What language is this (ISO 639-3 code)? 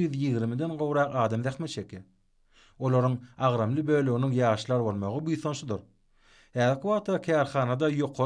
tuk